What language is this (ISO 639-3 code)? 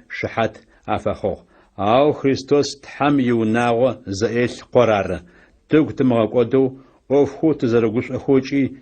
ady